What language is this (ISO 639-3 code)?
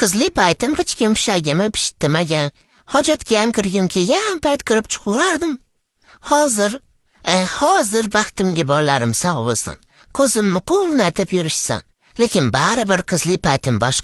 uzb